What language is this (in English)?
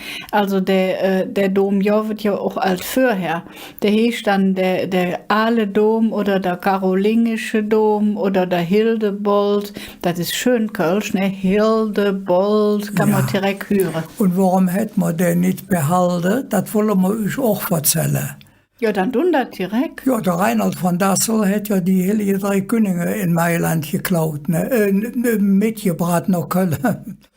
Colognian